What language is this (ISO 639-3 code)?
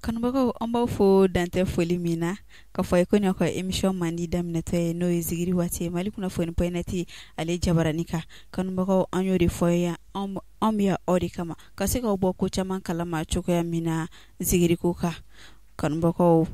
bam